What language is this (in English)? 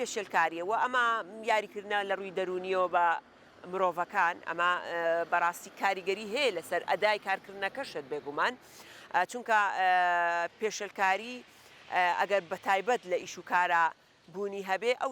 Central Kurdish